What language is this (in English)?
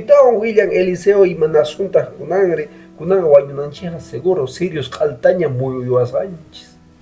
Quechua